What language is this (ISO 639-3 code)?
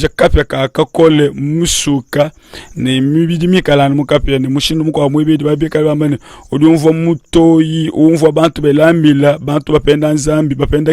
lua